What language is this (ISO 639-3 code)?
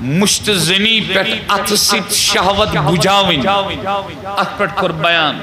kas